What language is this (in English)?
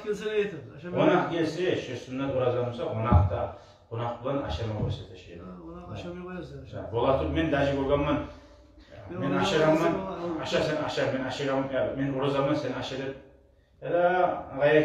Kumyk